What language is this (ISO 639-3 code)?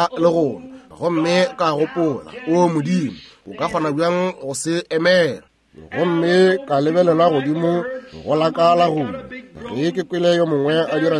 nso